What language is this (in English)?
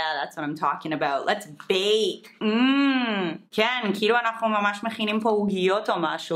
Hebrew